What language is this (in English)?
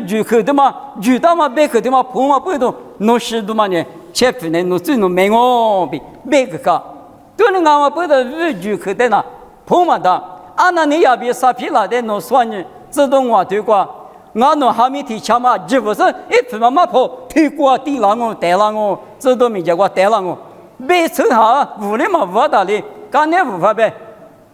Lisu